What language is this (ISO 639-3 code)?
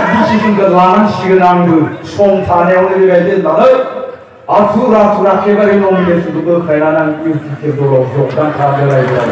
brx